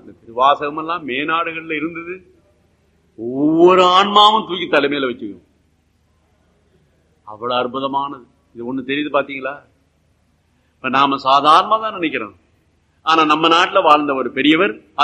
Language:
Tamil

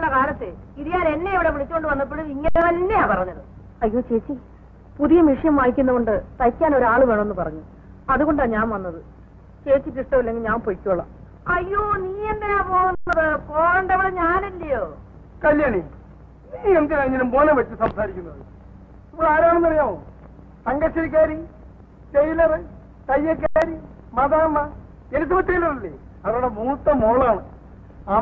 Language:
Malayalam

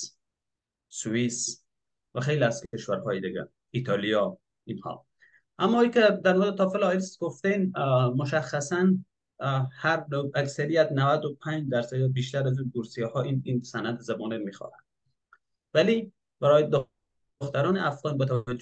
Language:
Persian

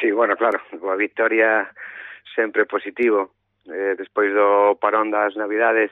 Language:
Galician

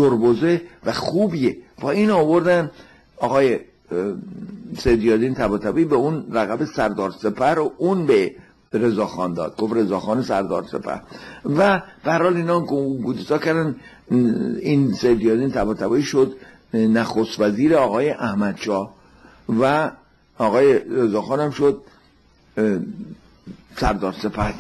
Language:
Persian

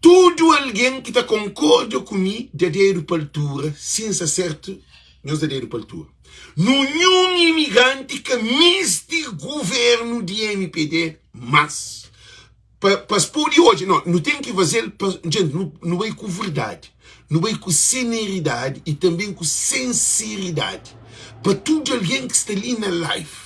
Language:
Kabuverdianu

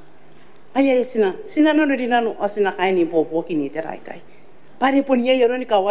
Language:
Gilbertese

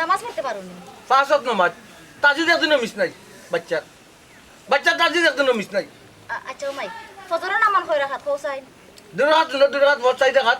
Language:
Sylheti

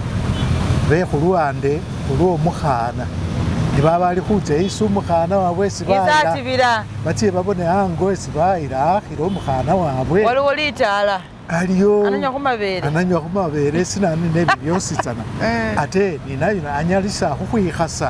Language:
Masaaba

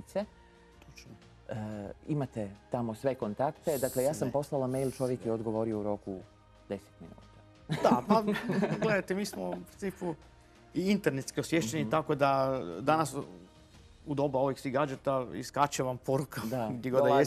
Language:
Croatian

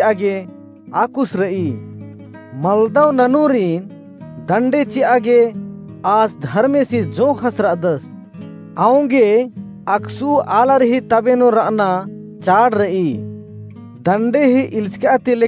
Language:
Kurukh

